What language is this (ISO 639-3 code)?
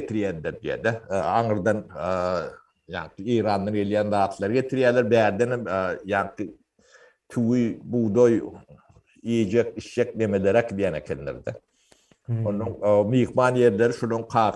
tuk